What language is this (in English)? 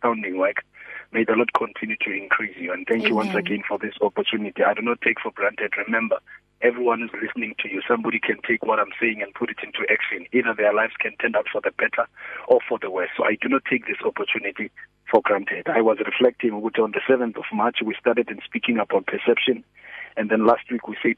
English